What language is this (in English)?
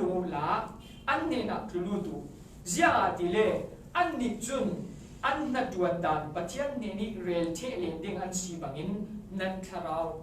Falam Chin